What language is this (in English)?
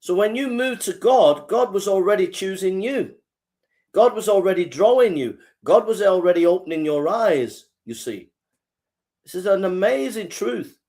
English